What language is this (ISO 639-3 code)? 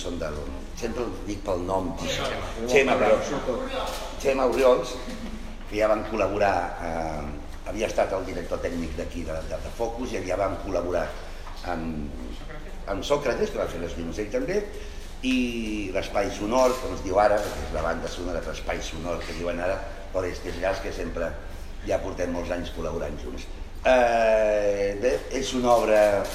cat